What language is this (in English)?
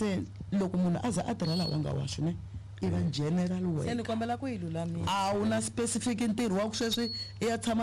Tsonga